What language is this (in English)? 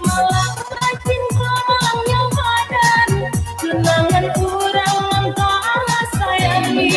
Minangkabau